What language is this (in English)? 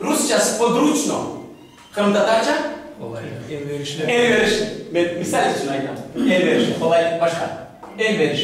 Crimean Tatar